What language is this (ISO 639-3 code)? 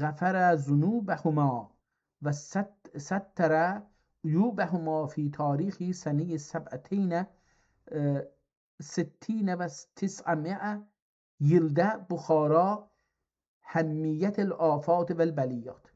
azb